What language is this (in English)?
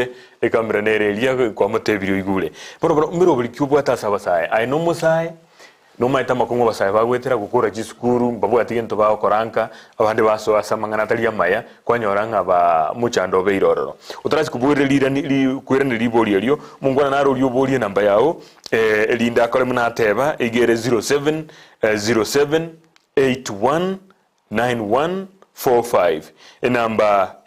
Gusii